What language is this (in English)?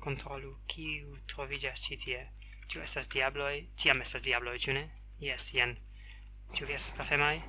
Esperanto